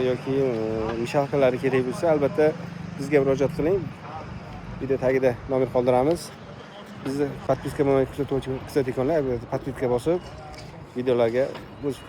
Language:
Uzbek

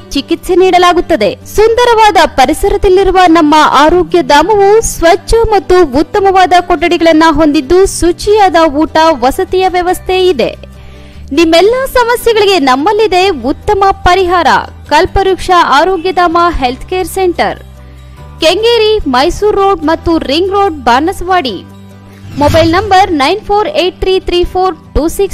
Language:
Kannada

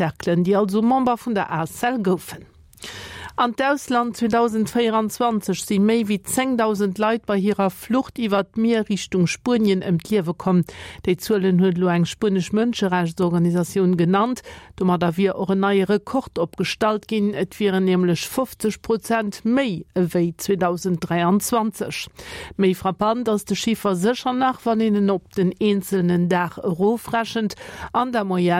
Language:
Luxembourgish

